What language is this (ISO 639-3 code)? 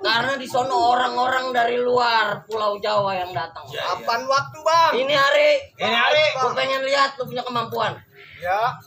bew